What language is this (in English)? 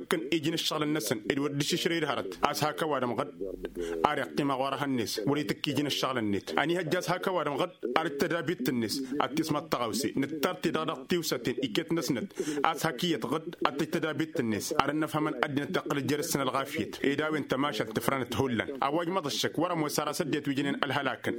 Tamasheq